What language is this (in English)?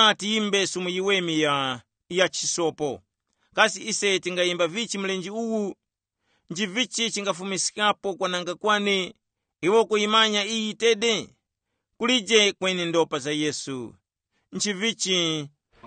Tumbuka